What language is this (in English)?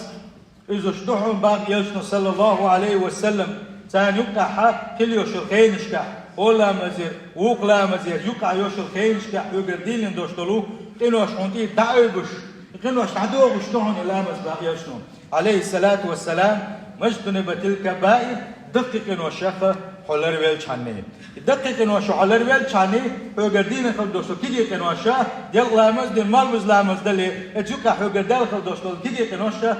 Chechen